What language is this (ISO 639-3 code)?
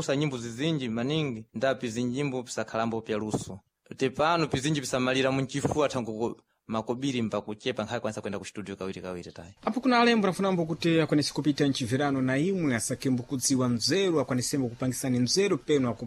seh